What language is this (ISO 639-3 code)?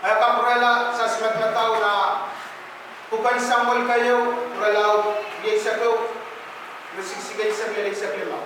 pon